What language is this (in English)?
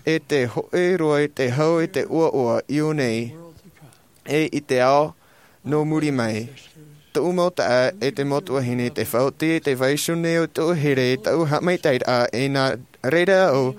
Tahitian